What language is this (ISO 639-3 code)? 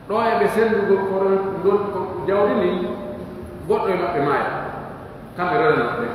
fuf